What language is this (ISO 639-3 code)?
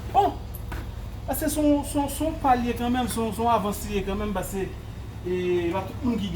hat